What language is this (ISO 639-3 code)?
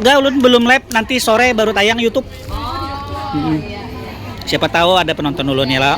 bjn